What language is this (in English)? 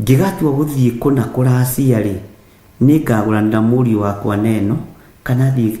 Kikuyu